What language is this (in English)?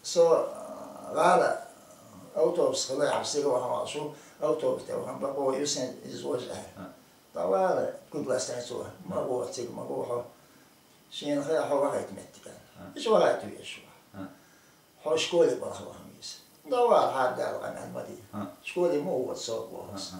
Chechen